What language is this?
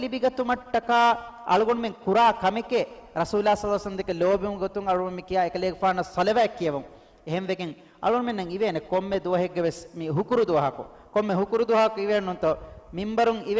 Divehi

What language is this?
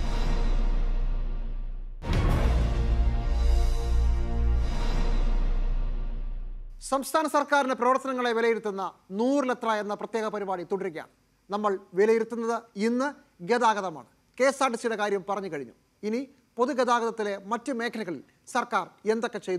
Malayalam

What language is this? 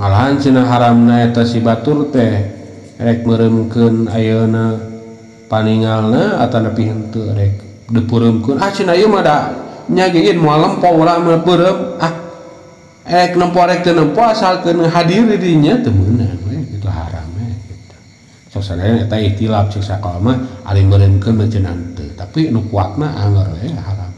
Sundanese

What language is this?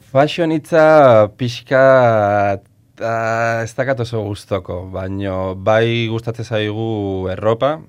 Basque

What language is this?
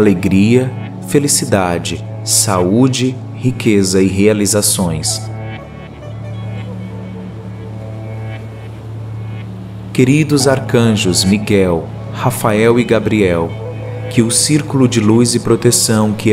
Portuguese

